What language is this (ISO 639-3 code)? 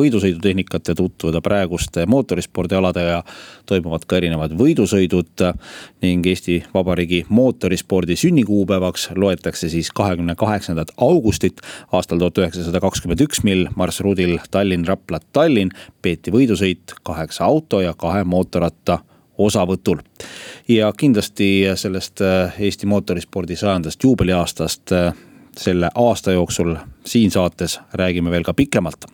est